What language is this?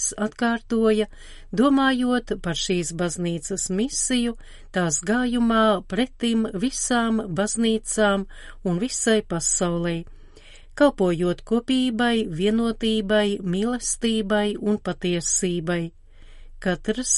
Latvian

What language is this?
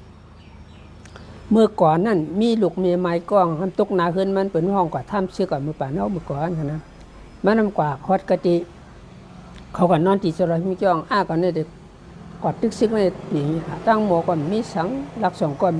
Shan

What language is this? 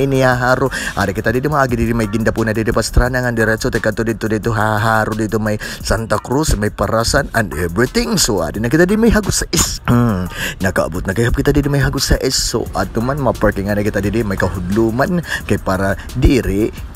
Waray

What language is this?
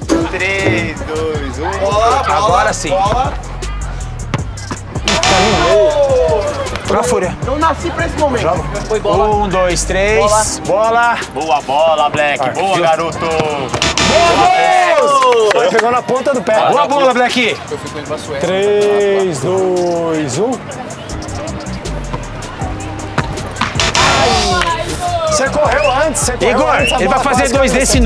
Portuguese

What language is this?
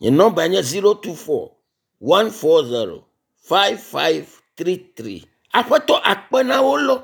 Ewe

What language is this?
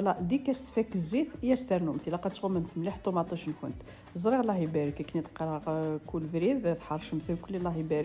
Kabyle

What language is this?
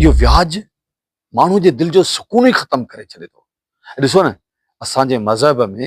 Sindhi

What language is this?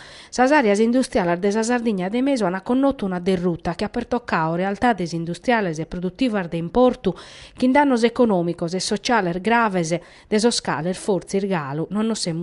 Sardinian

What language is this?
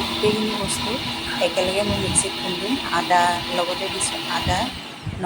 Assamese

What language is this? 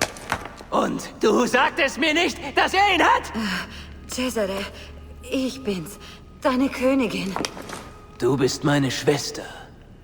Bavarian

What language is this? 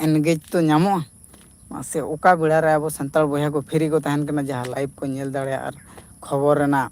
Santali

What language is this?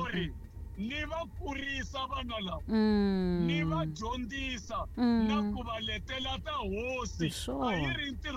Tsonga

